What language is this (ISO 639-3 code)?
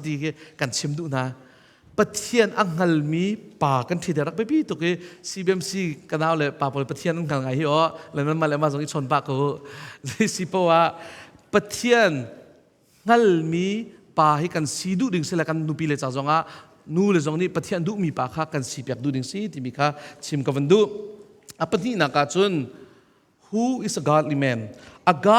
cnh